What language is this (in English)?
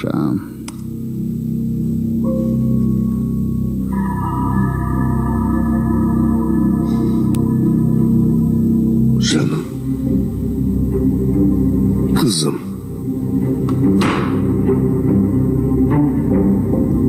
Kazakh